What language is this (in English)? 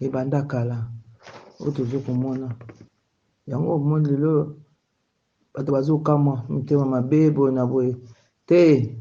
Lingala